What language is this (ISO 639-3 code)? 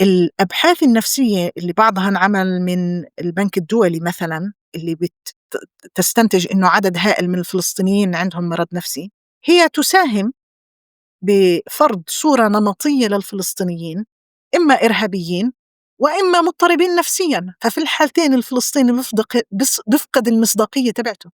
apc